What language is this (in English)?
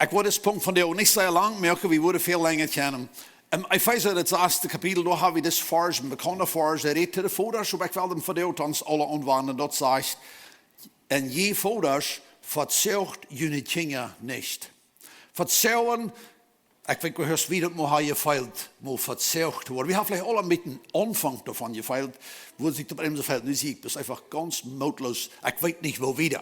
Plautdietsch